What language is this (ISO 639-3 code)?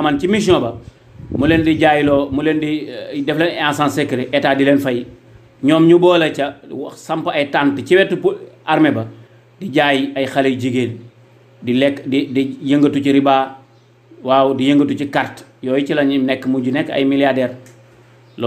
wol